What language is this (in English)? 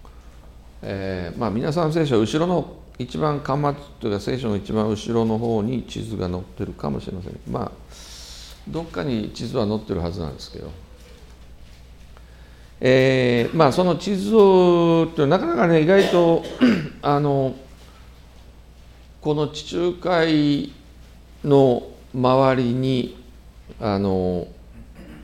Japanese